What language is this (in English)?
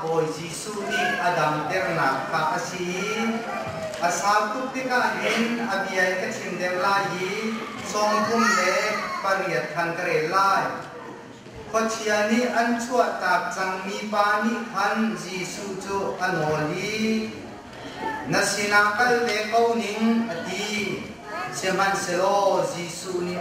Hakha Chin